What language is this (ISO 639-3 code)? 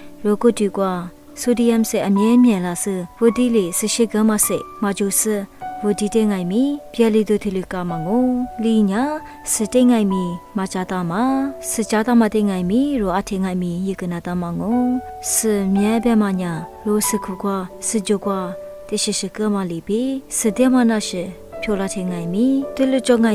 lis